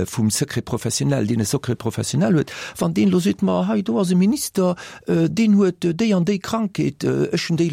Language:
Luxembourgish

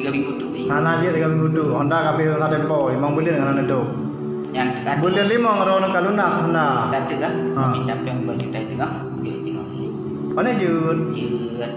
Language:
Achinese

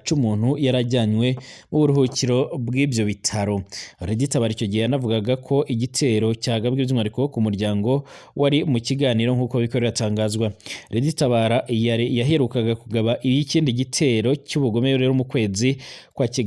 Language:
Rundi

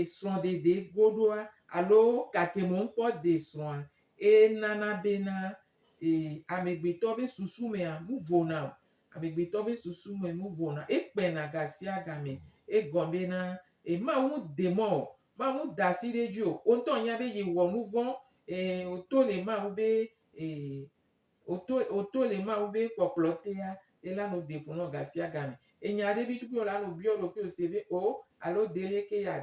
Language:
Gen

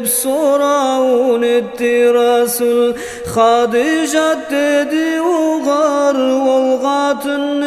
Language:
Kumyk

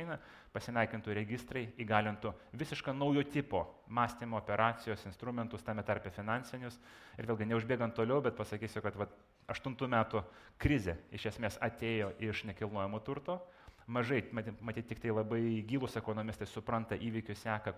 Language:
Lithuanian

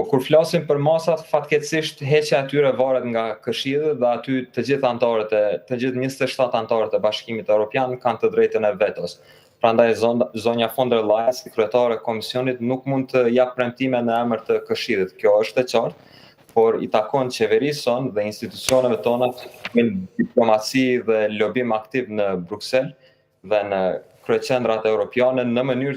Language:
Albanian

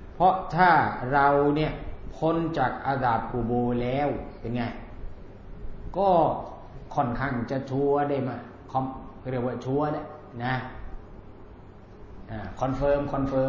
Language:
Thai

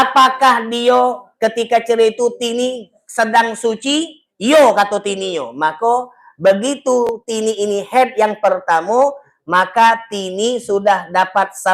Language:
Musi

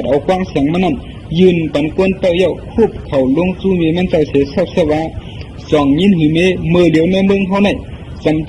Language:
Shan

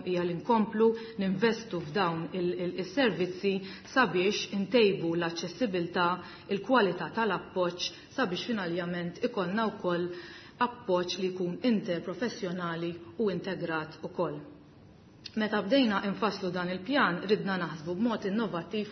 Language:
Maltese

